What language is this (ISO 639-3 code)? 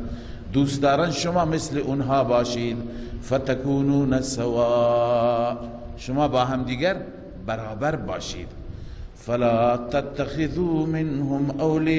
fas